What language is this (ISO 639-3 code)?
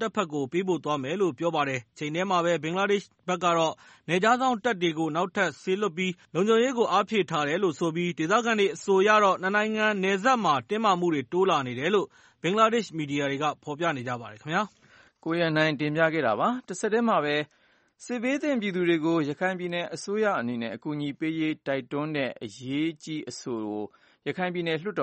mya